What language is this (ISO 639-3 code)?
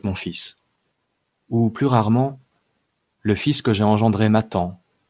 fra